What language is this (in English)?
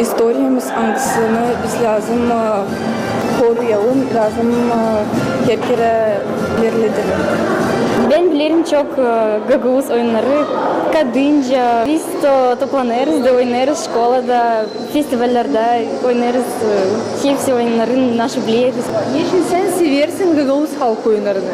Gagauz